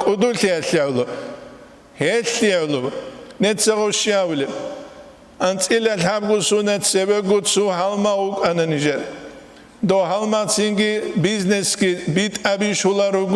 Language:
Avaric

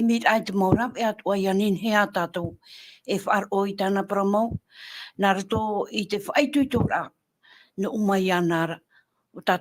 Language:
Tahitian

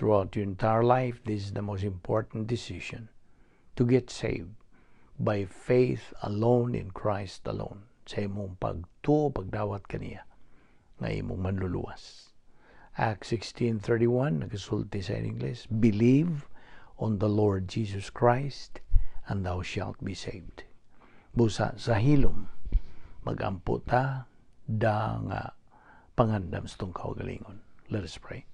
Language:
Cebuano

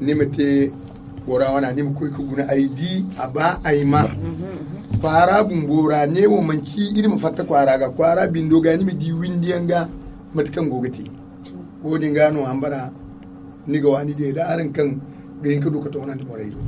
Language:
Zarma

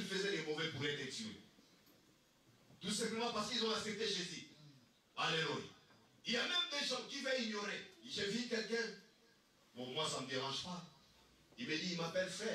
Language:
French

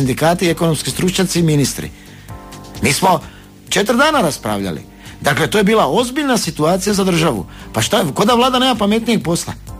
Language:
Croatian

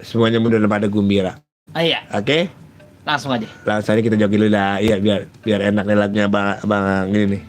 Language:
Betawi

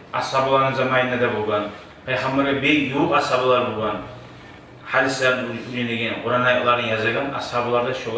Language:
Kumyk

